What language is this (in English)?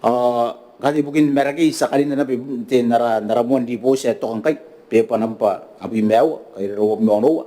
Gilbertese